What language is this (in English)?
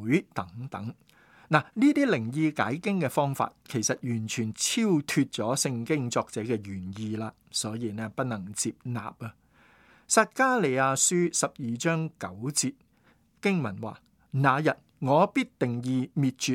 Cantonese